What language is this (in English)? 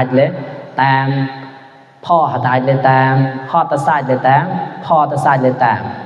Mon